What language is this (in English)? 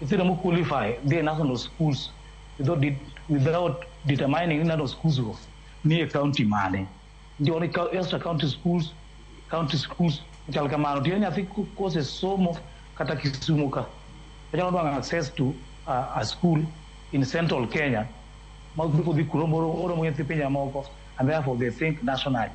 Luo (Kenya and Tanzania)